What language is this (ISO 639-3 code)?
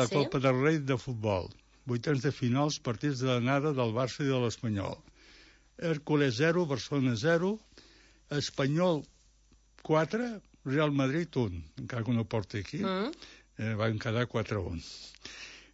cat